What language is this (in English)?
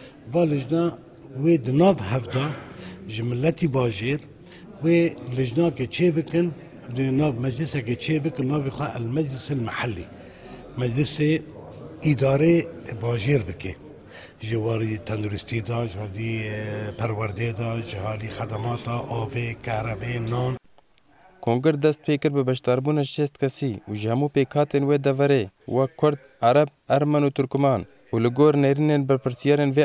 Kurdish